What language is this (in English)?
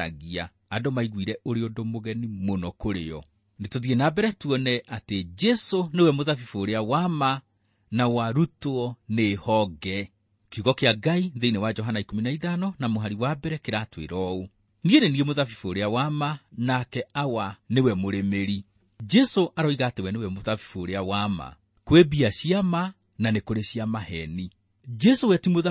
Kikuyu